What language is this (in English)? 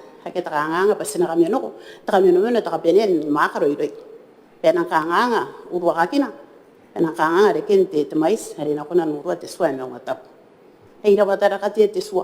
Gilbertese